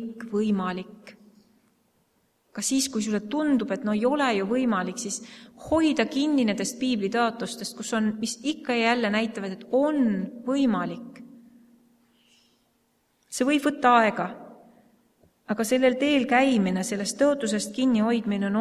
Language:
Estonian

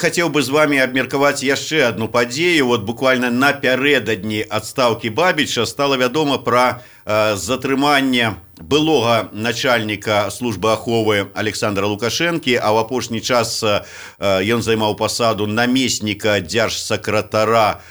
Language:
Belarusian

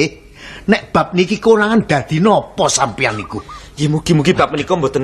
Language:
Javanese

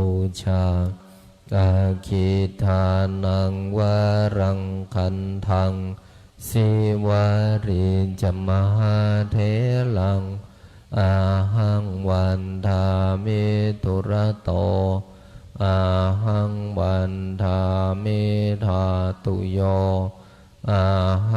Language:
Pali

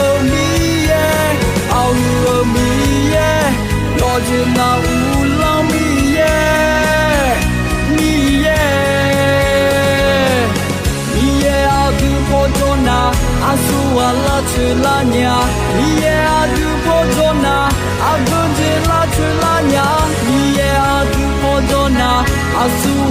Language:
Akha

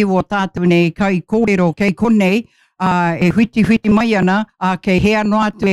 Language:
Māori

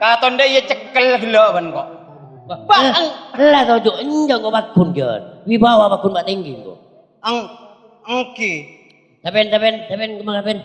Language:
Madurese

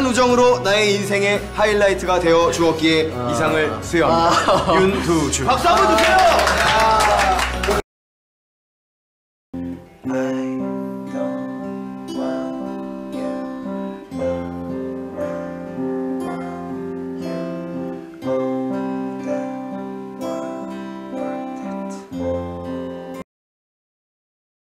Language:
Korean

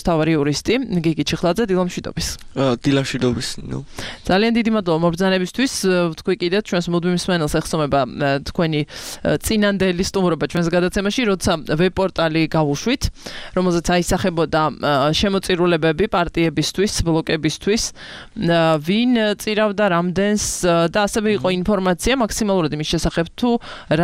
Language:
Georgian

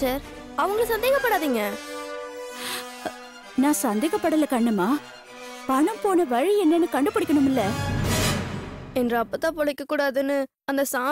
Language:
Tamil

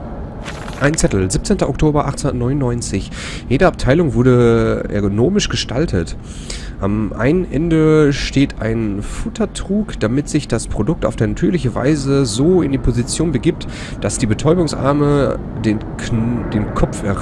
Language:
German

